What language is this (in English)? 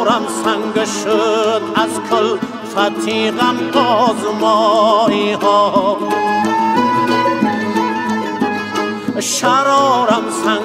Persian